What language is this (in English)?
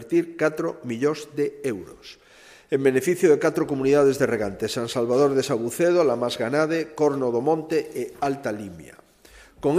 Galician